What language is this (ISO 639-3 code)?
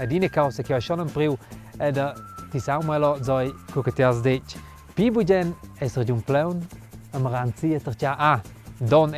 roh